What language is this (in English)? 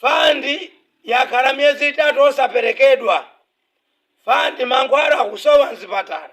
Nyanja